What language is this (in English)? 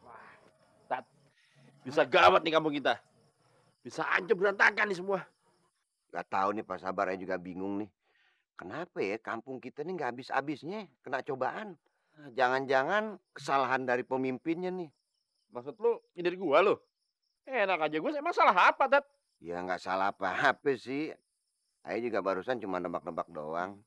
Betawi